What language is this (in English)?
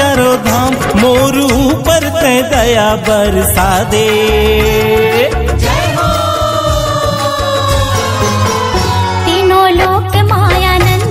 Chhattisgarhi